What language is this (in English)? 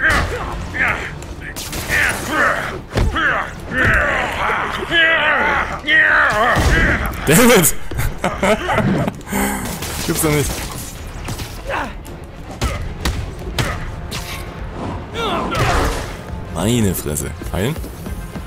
German